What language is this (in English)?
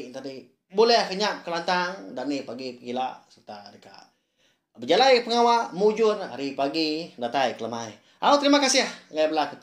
Iban